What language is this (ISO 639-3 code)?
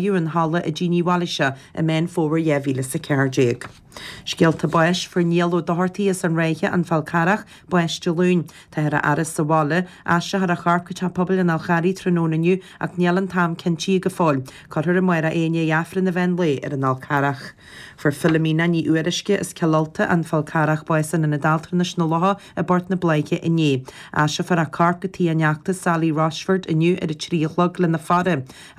gle